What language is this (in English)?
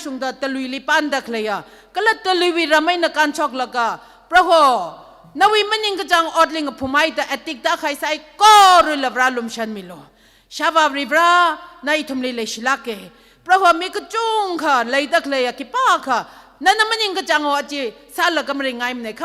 Tangkhul Naga (India)